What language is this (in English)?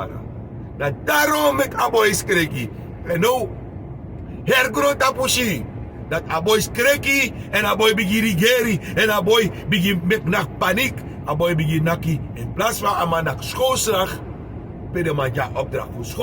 Sranan Tongo